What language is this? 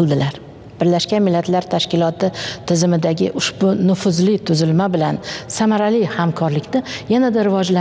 Uzbek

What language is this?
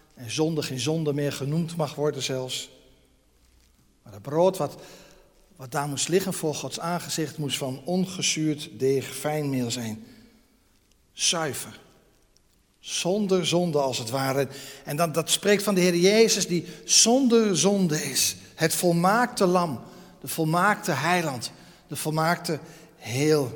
Dutch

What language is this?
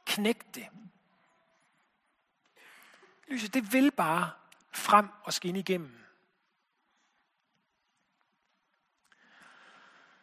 Danish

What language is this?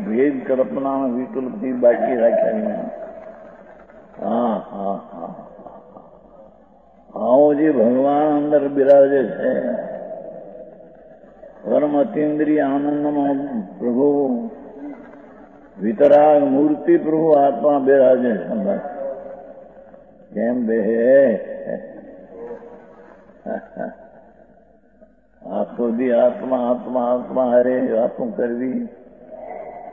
Gujarati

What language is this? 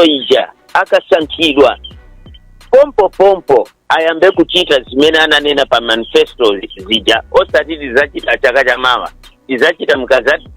Nyanja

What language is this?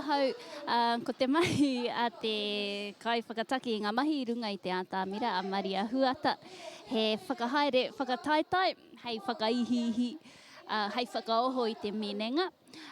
Māori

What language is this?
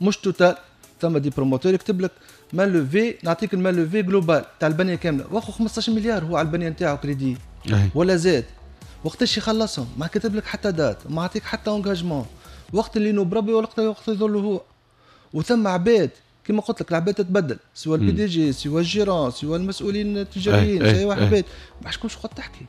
Tunisian Arabic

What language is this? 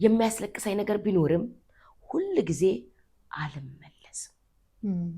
Amharic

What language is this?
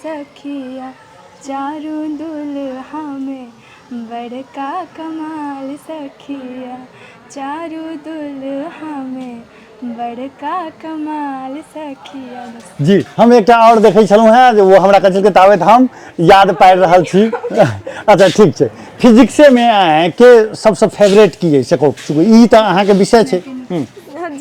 Maithili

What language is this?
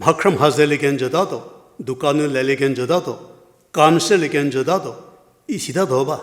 Angami Naga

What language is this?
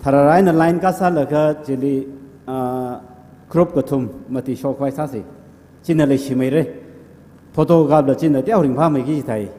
Tangkhul Naga (India)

